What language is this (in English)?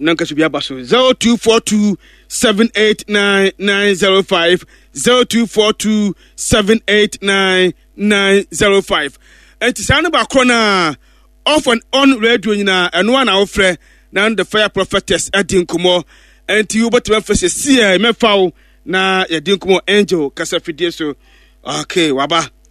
Akan